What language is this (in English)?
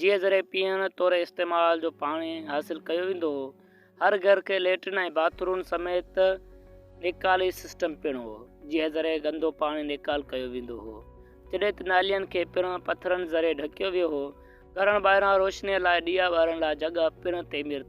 Sindhi